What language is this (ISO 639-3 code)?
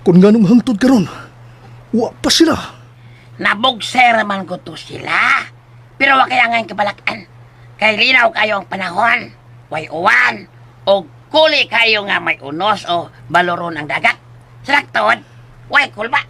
ceb